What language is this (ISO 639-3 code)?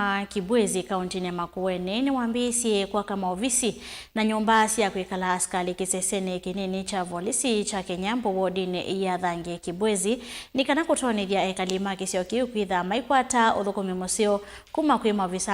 kam